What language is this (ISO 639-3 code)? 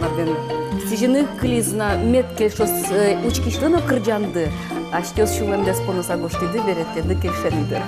udm